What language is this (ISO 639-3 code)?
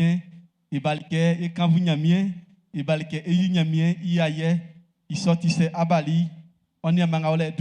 bci